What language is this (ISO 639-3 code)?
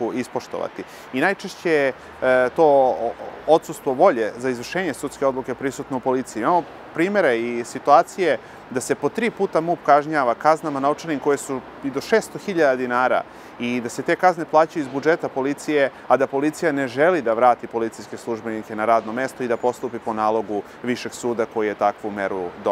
srp